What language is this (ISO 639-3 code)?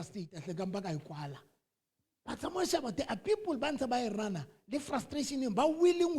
sot